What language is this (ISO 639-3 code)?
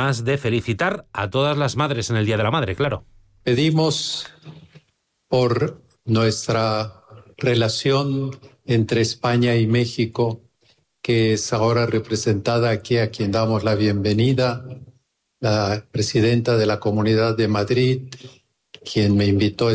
spa